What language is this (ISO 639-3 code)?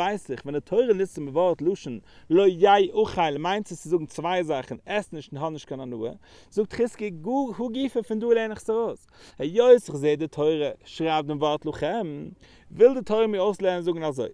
yid